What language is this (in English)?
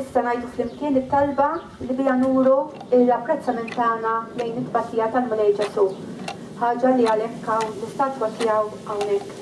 Maltese